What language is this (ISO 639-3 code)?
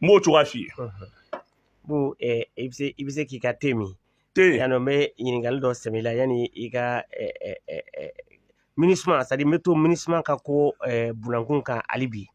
bam